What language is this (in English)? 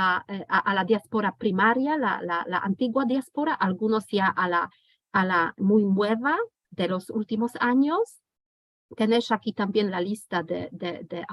Ladino